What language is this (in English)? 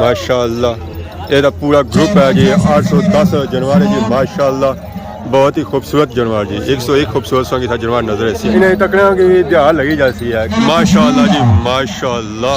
Pahari-Potwari